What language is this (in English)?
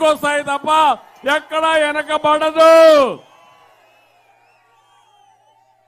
Telugu